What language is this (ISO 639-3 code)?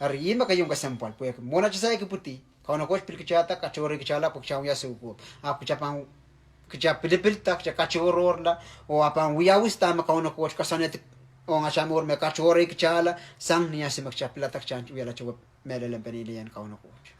pon